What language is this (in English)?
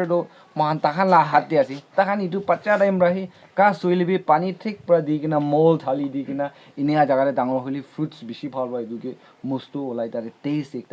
Naga Pidgin